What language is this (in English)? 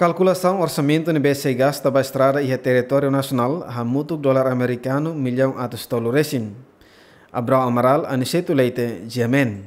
Tetum